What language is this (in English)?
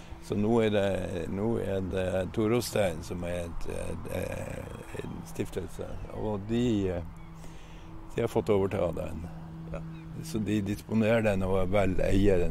Norwegian